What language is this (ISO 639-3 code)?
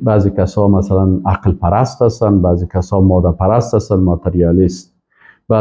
fas